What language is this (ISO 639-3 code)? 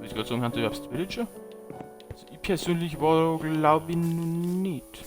bar